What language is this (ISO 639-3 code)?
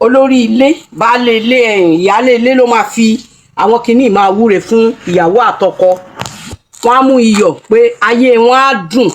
yor